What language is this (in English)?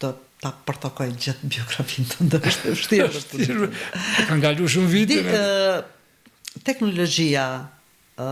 Albanian